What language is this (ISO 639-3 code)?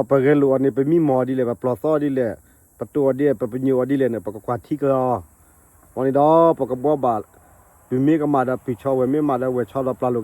ksw